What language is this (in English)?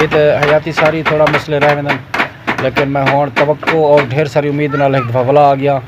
Saraiki